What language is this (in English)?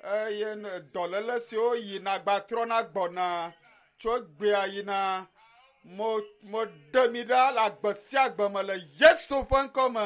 Ewe